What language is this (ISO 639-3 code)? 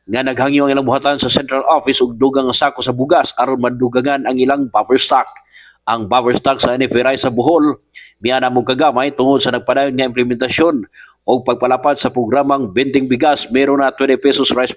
ceb